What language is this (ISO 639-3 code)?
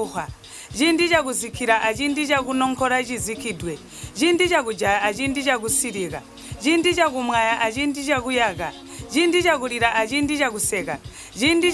toi